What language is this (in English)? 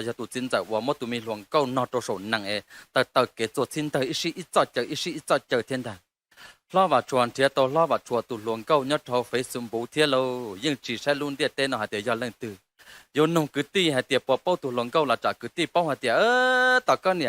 Hmong